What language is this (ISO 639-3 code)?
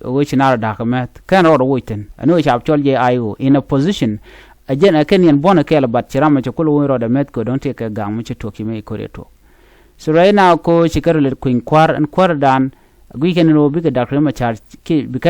nus